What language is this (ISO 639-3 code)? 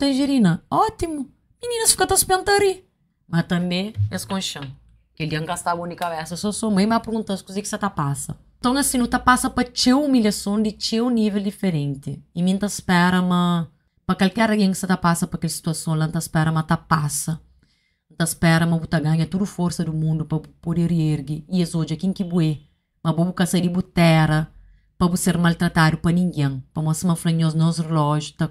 kea